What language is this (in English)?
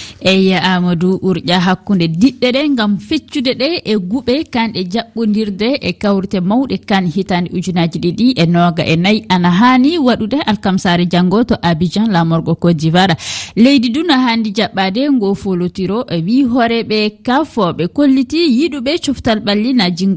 Fula